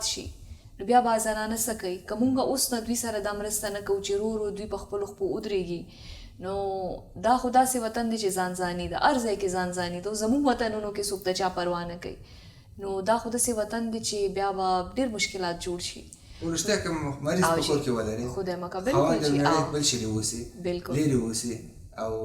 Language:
Pashto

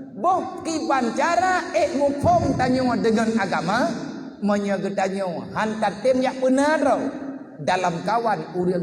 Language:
Achinese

